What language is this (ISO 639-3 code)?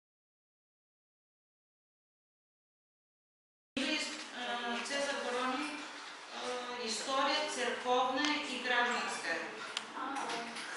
bul